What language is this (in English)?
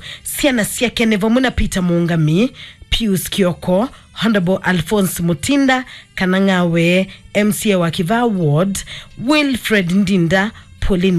Kamba